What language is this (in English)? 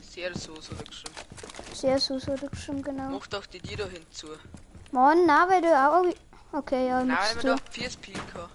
Bavarian